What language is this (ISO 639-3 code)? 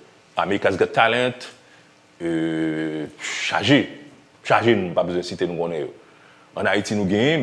hat